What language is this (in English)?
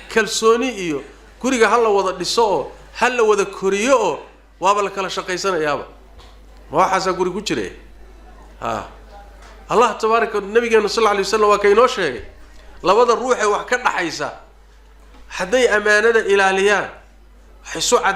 Somali